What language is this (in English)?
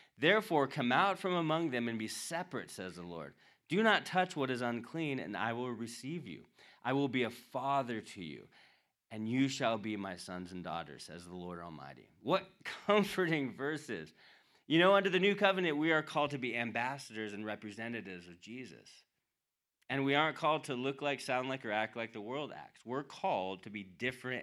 English